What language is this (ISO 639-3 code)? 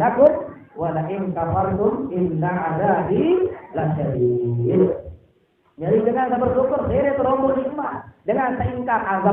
sas